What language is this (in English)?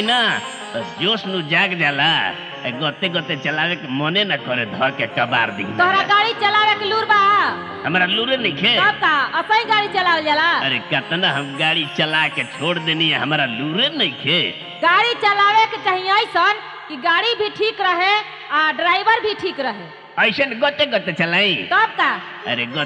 Bhojpuri